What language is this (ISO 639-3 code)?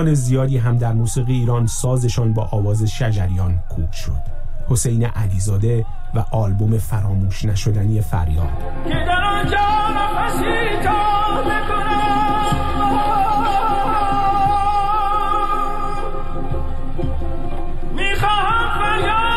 fas